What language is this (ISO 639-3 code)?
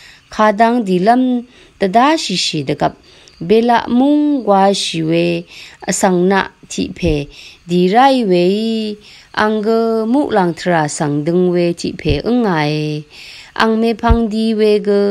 raw